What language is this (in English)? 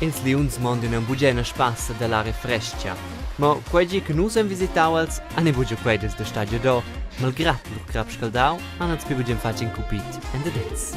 Romansh